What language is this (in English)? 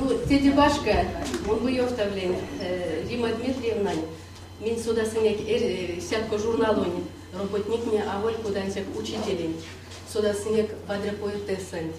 Erzya